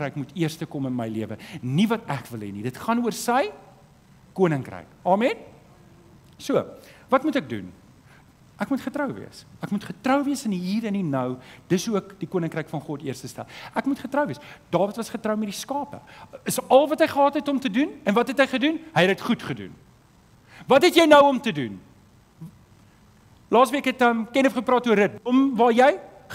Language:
Afrikaans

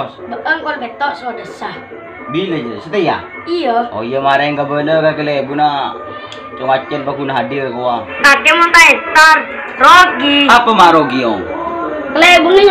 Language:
Madurese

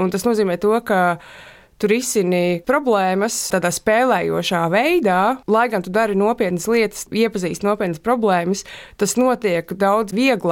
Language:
Latvian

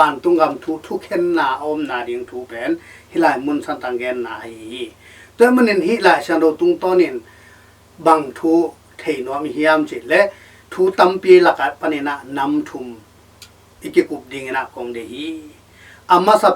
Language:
Tedim Chin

